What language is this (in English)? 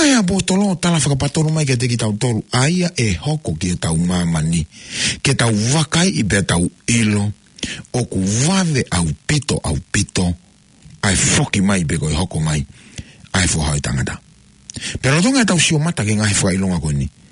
Tongan